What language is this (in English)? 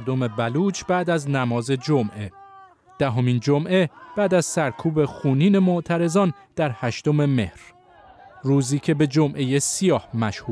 Persian